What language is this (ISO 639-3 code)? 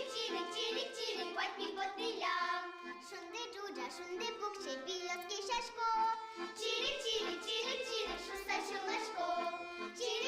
udm